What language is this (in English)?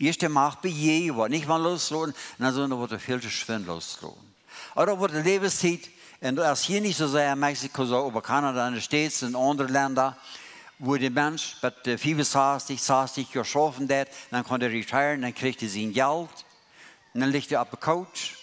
Plautdietsch